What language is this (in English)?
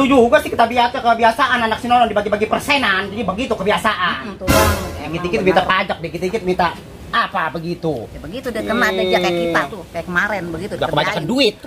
Betawi